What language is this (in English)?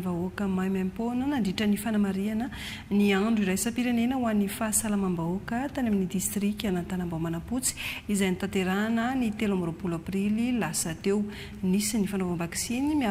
Malagasy